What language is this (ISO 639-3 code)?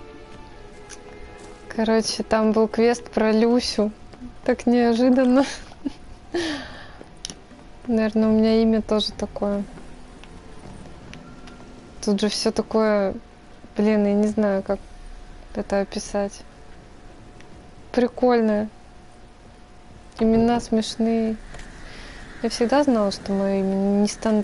rus